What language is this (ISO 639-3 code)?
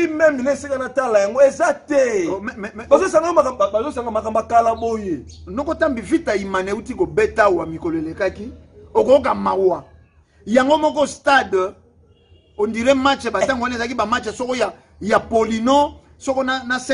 lin